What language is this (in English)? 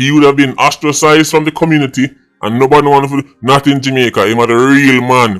Jamaican Creole English